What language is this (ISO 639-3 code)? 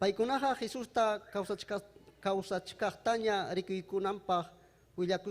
quy